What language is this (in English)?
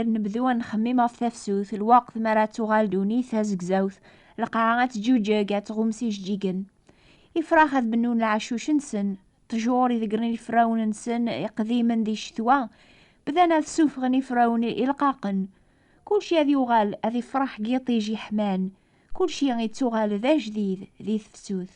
Kabyle